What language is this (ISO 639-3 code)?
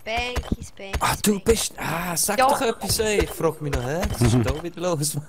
gsw